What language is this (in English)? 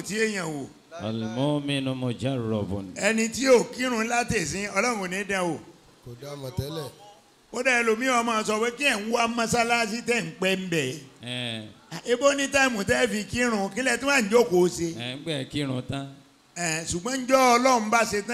Yoruba